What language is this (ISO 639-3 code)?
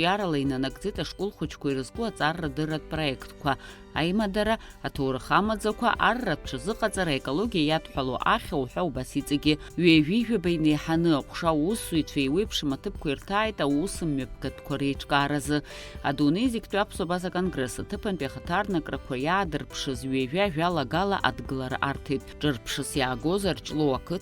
abk